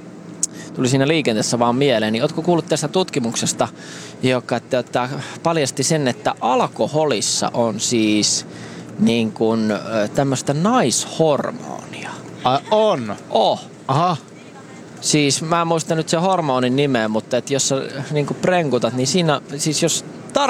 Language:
Finnish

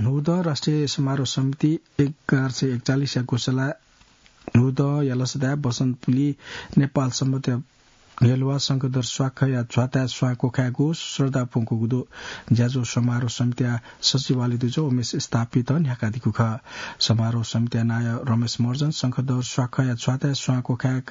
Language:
Newari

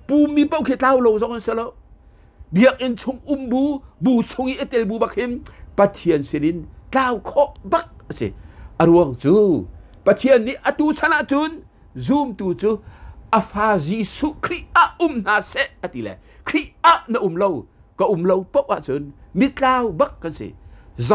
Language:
Hakha Chin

